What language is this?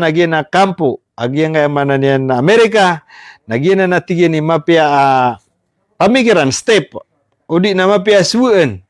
Maranao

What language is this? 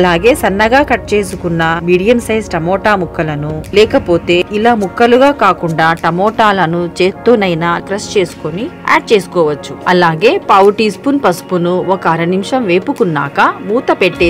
Telugu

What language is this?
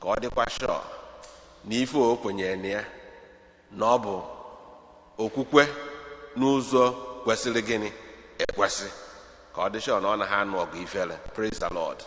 Igbo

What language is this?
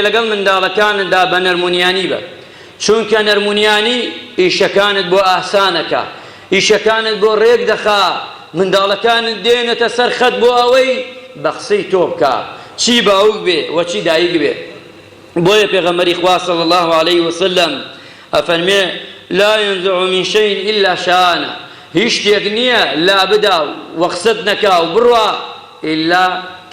Central Kurdish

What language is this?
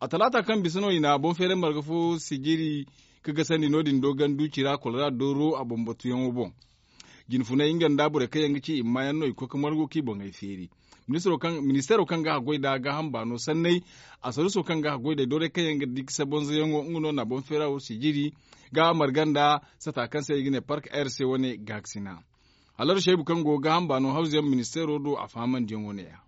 Zarma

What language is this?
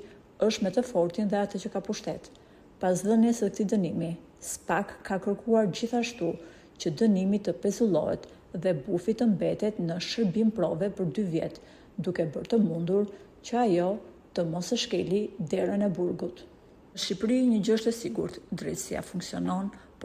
Albanian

